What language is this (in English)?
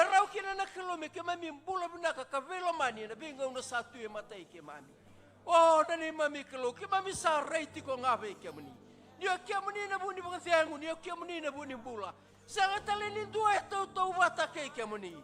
Fijian